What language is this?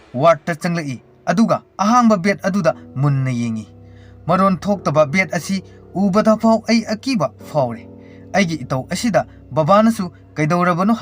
Manipuri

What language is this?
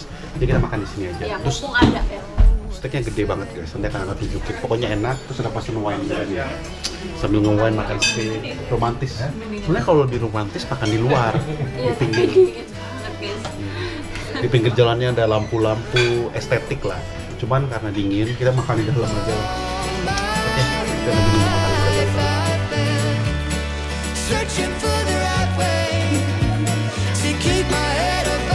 Indonesian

